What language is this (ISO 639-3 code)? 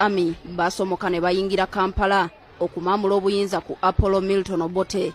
lug